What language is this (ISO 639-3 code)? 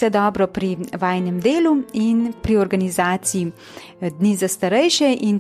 slv